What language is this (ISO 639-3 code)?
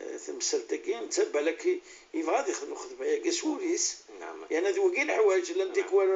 ary